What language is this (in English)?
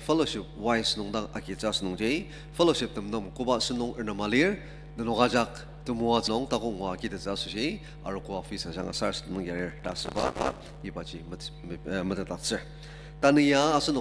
Ao Naga